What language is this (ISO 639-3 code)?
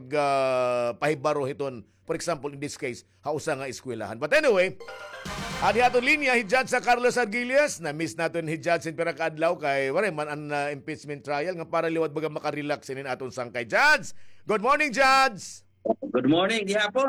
war